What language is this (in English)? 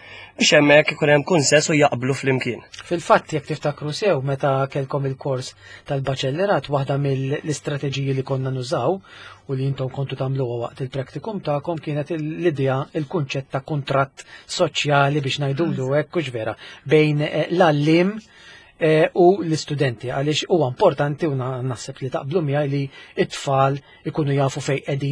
Maltese